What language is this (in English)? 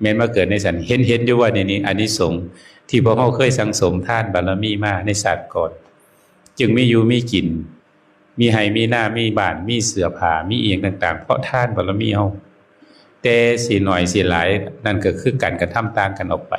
Northeastern Thai